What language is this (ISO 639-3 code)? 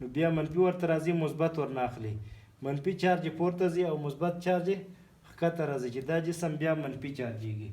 pus